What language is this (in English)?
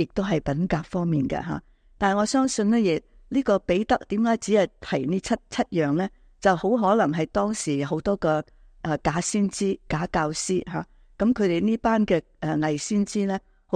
Cantonese